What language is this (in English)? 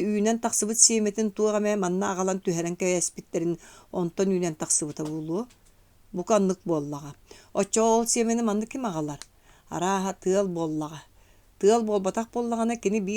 Yakut